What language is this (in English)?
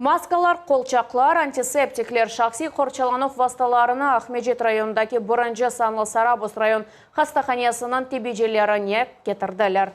Crimean Tatar